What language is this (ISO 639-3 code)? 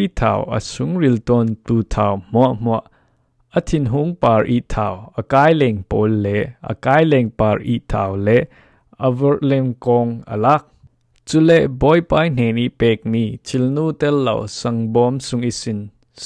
cfm